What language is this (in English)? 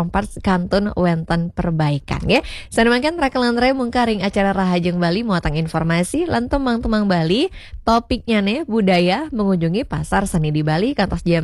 Balinese